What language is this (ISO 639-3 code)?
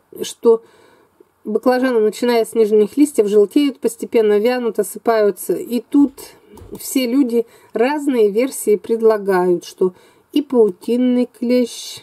rus